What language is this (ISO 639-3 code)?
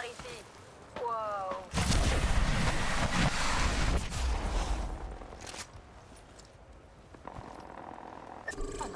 fra